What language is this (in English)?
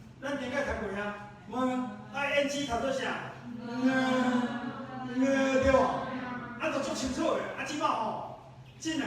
Min Nan Chinese